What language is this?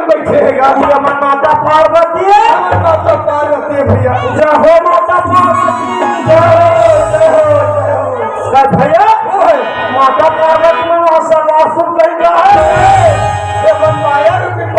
Chhattisgarhi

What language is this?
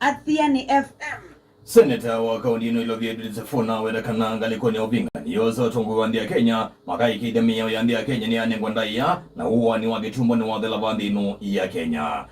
Kamba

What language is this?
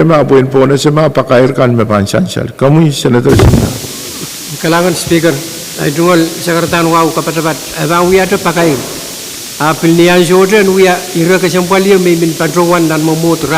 Pohnpeian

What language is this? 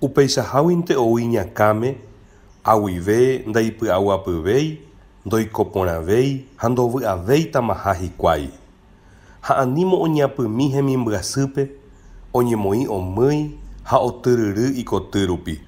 Guarani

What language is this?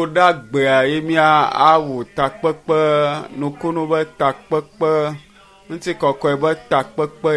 Ewe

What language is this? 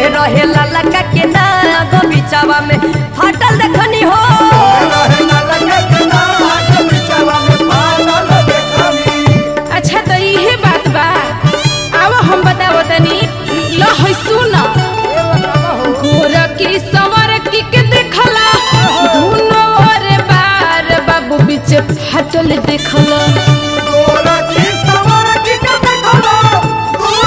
Bhojpuri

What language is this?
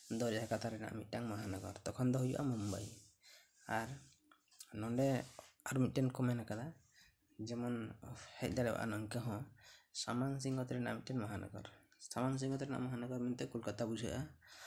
Santali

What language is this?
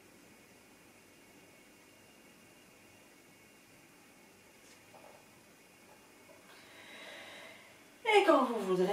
French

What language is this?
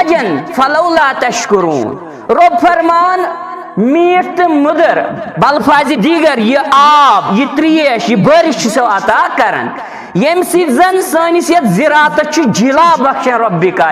Kashmiri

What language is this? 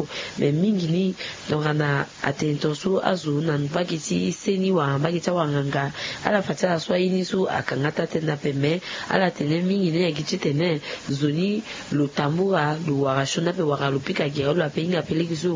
Sango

